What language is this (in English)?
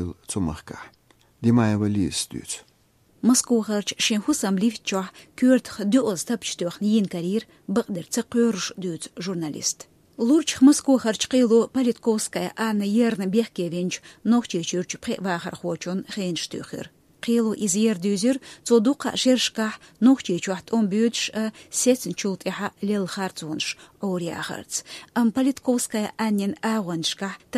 Chechen